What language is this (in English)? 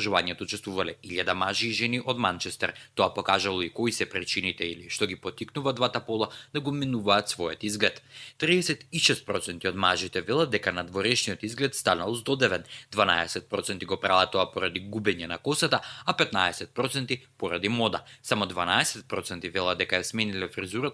Macedonian